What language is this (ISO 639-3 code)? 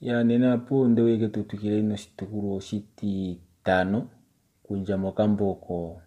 kua